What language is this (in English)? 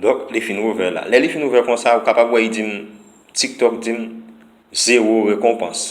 Haitian Creole